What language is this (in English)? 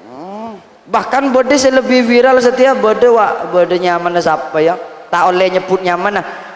Madurese